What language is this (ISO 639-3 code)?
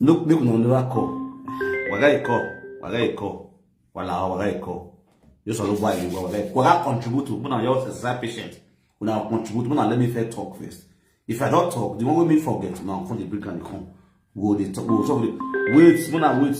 pcm